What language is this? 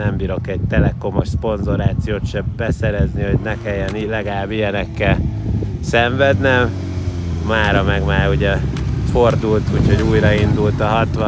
Hungarian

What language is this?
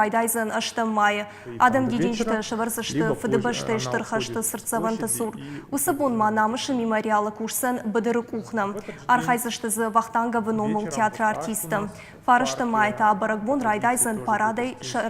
Ossetic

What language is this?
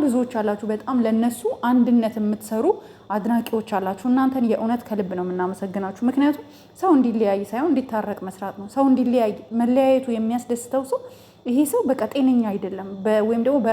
Amharic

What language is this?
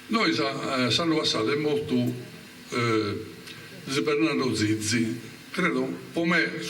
Sardinian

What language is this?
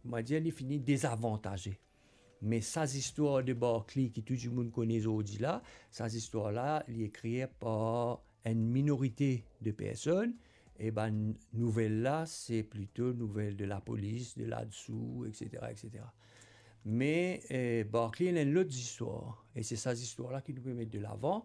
Morisyen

